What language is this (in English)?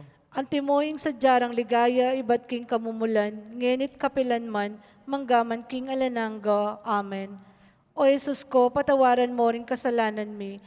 Pampanga